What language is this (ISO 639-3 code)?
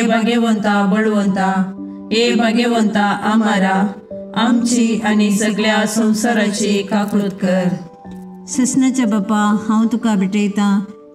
kok